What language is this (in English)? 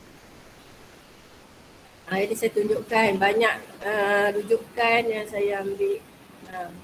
Malay